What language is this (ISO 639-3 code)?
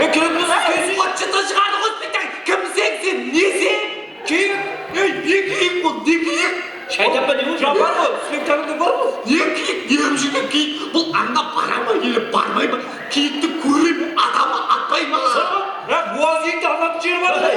kaa